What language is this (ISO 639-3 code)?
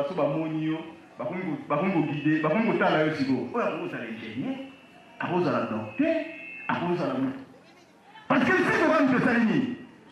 lin